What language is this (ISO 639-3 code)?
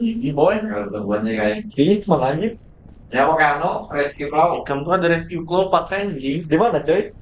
bjn